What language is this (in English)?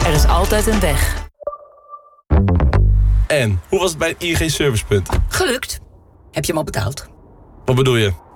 Dutch